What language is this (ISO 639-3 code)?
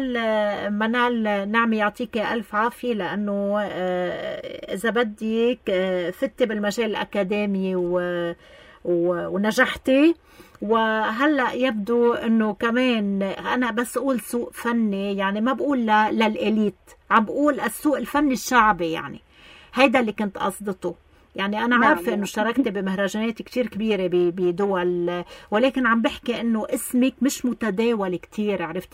apc